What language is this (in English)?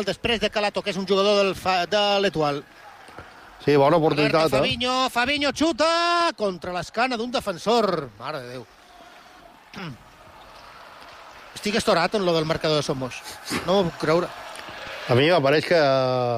Catalan